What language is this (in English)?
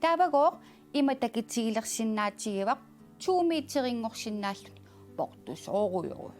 Kalaallisut